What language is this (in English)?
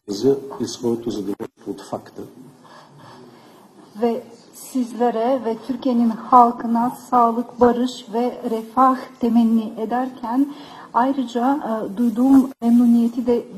Bulgarian